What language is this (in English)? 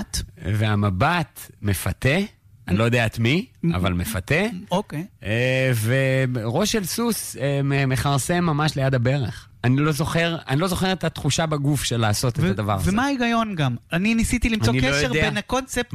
Hebrew